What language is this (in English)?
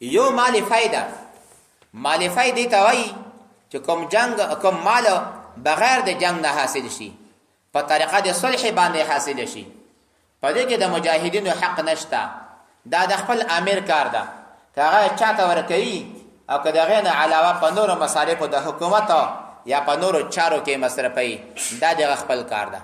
Pashto